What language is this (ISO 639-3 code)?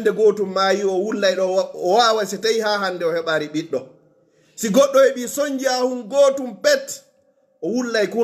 ful